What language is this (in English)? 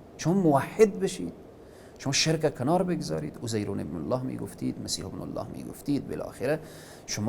Persian